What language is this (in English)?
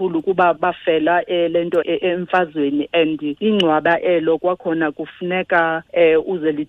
Xhosa